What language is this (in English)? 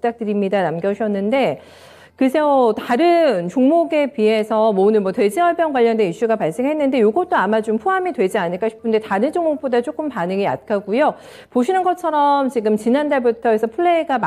Korean